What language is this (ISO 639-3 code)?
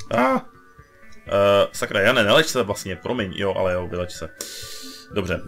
ces